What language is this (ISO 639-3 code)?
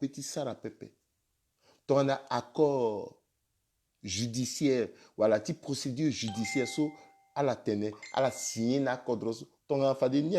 sag